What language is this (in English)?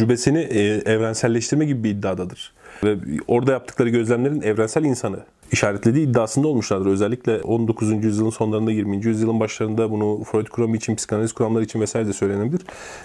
Turkish